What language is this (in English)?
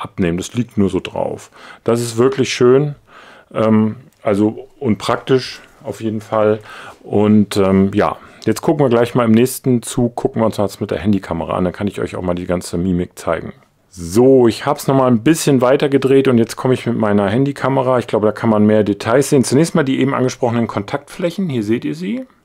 German